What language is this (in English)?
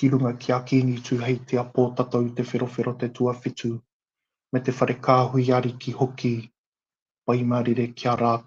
Māori